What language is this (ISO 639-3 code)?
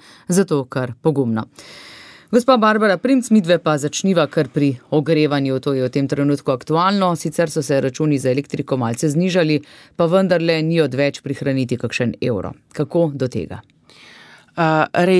slv